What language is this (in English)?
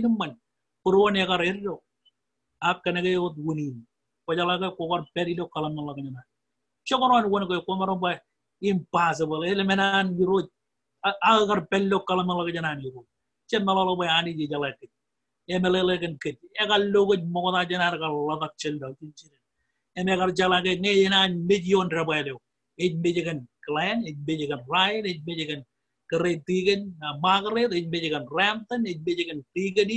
Marshallese